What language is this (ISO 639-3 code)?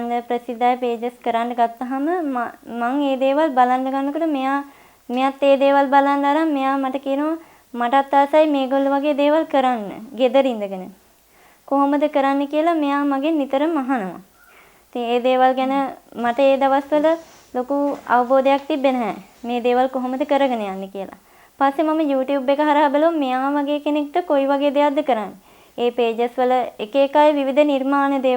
sin